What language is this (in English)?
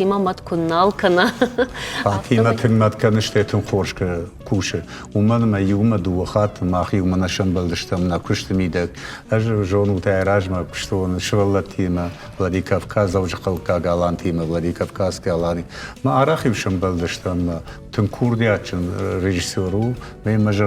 Ossetic